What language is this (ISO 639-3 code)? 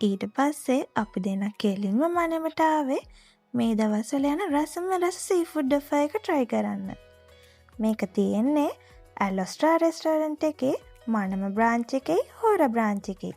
sin